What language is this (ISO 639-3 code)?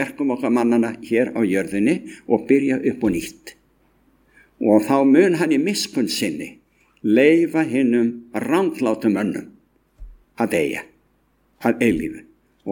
isl